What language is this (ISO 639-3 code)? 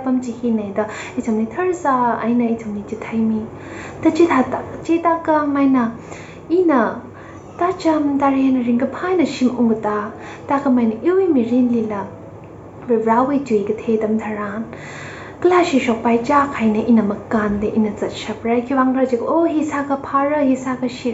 nmf